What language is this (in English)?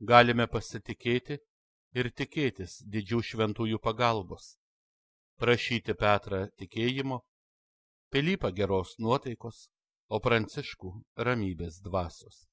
Lithuanian